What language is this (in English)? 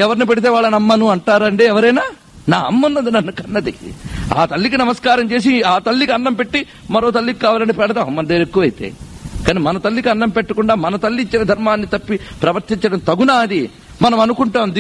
Telugu